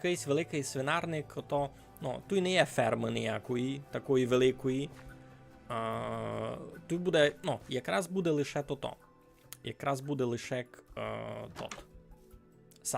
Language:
Rusyn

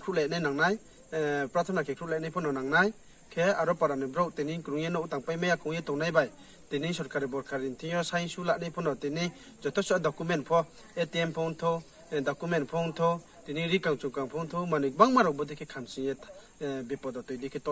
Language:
Riang (India)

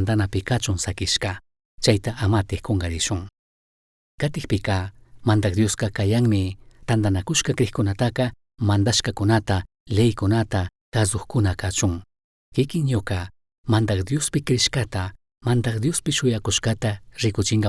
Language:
Chimborazo Highland Quichua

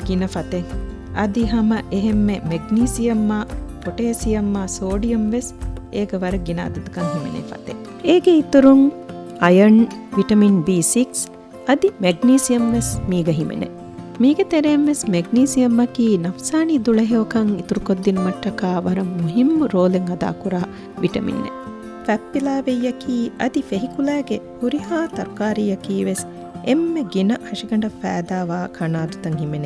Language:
Divehi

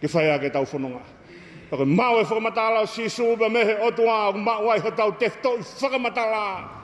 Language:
Tongan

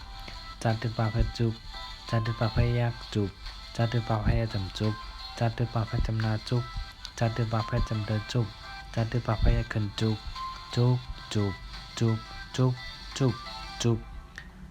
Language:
Shan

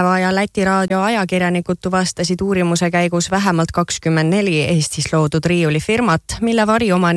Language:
Estonian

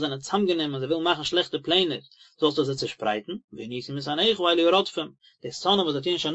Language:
Yiddish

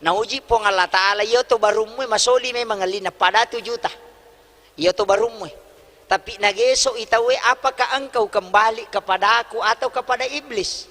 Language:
Buginese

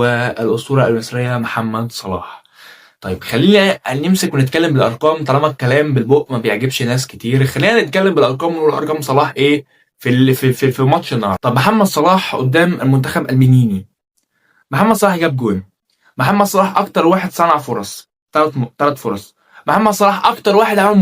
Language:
Egyptian Arabic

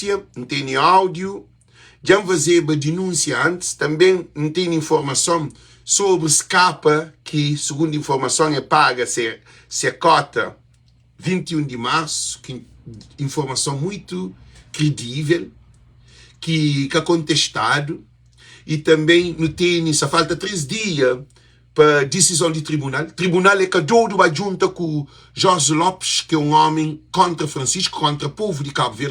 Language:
Kabuverdianu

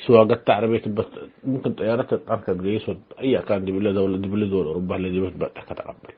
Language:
Tigre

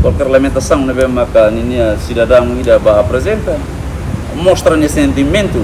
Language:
Tetum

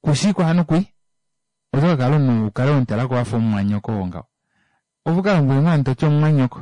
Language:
Kuanyama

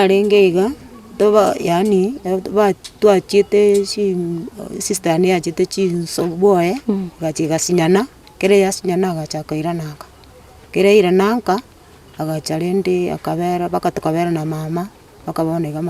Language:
Gusii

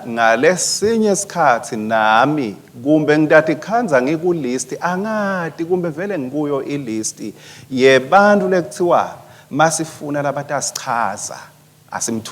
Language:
Swati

